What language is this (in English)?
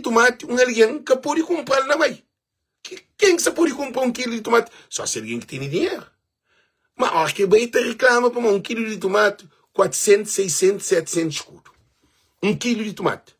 Kabuverdianu